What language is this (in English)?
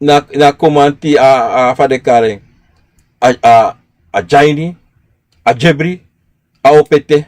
Sranan Tongo